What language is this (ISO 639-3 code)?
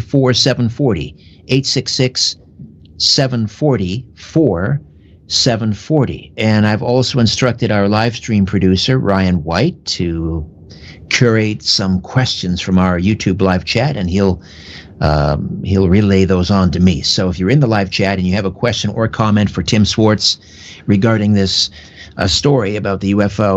eng